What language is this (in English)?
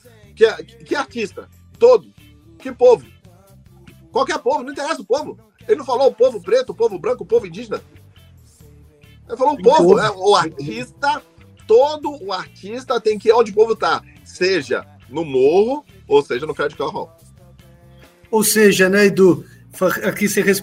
Portuguese